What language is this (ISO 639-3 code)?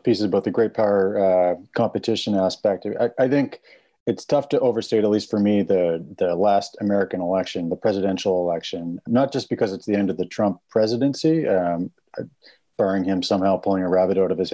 eng